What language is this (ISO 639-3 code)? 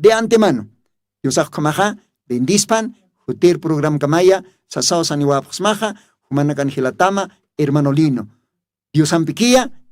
aym